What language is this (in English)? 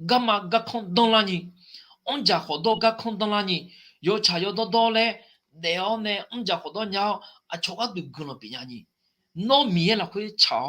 Akha